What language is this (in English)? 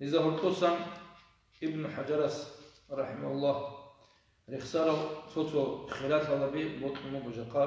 Avaric